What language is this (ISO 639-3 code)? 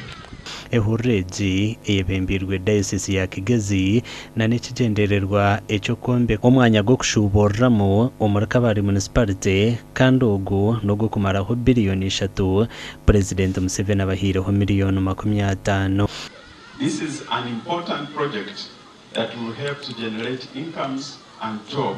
nyn